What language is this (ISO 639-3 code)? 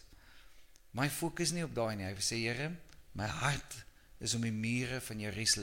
afr